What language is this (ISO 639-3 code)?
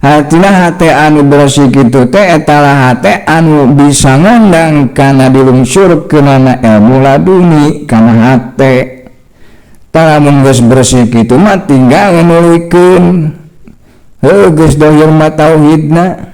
sun